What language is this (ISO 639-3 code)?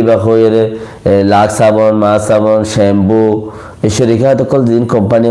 rhg